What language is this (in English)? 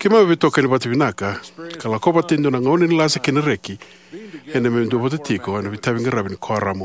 Fijian